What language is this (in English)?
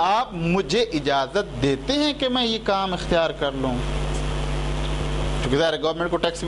Urdu